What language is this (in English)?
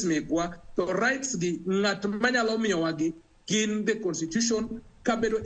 Luo (Kenya and Tanzania)